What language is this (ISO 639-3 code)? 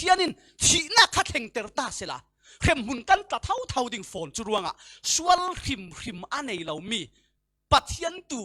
cfm